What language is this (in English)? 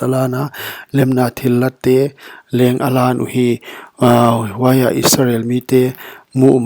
Paite Chin